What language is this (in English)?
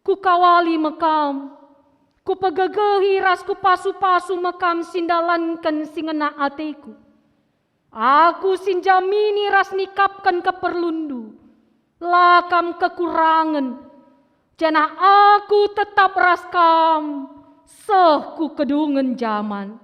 Batak Karo